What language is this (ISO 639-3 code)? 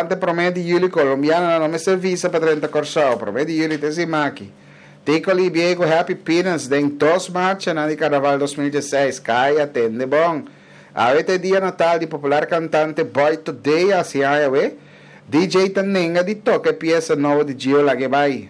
pap